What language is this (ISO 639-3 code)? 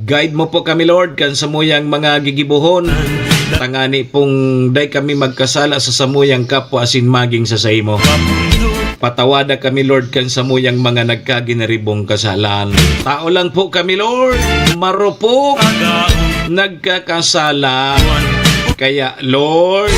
bik